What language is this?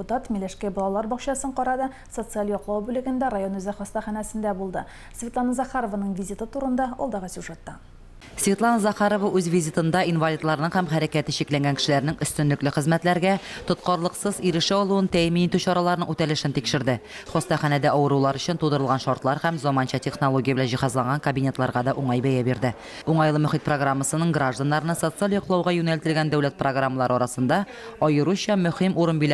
Tatar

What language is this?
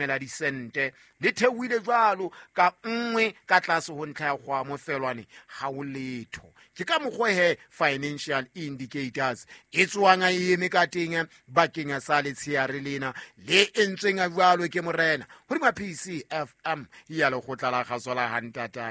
Southern Sotho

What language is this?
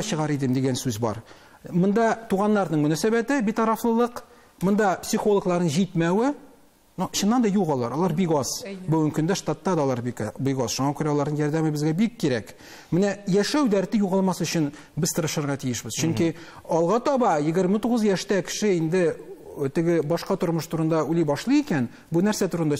Tatar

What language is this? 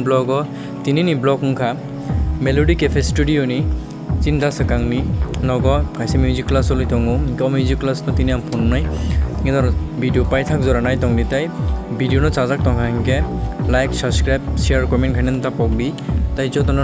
Kok Borok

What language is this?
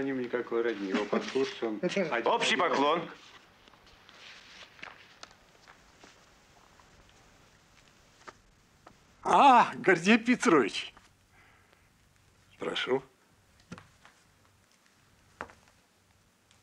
Russian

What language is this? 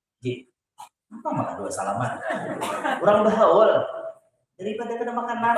Banjar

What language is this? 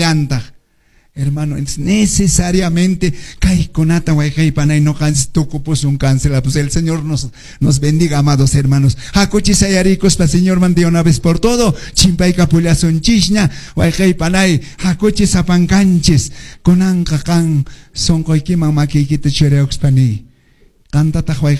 Quechua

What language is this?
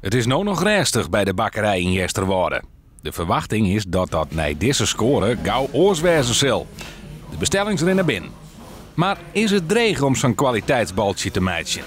Western Frisian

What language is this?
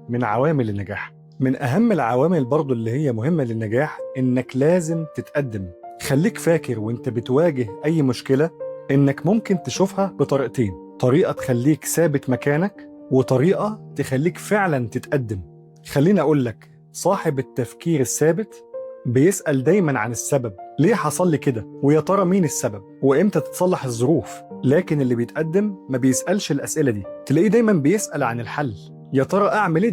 Egyptian Arabic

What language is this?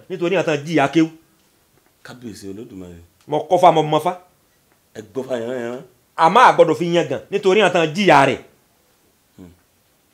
Yoruba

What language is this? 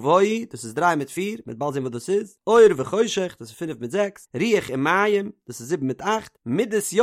Yiddish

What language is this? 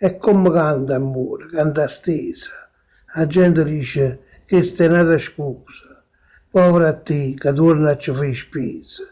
Neapolitan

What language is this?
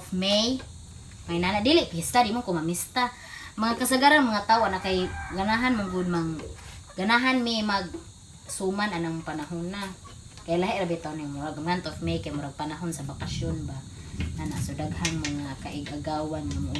Cebuano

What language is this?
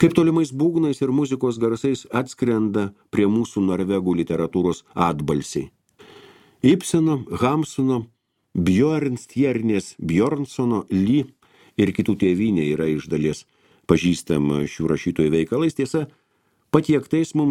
Lithuanian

